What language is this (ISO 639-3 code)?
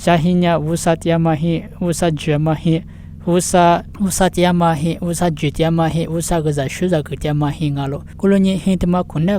lis